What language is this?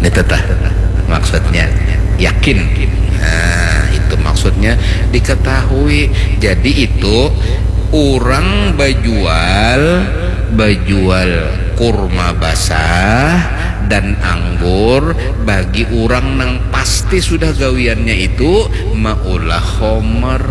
Banjar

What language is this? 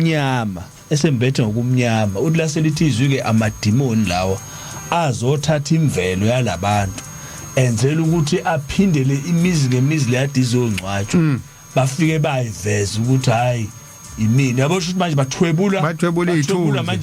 Zulu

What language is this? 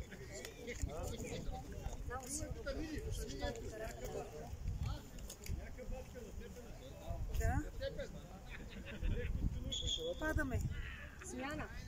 Bulgarian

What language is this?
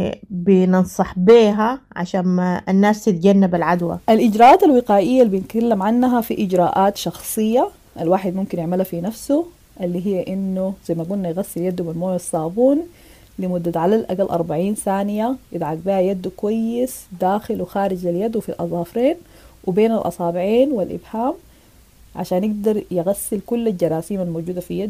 Sudanese Arabic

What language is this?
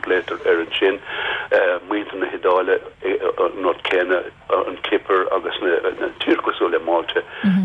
Irish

